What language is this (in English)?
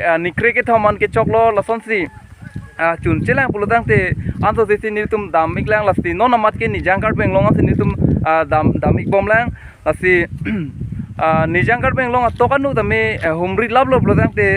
Karbi